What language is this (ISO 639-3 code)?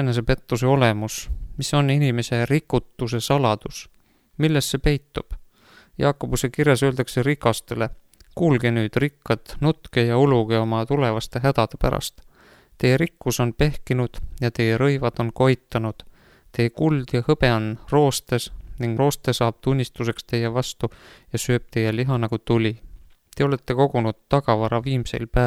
est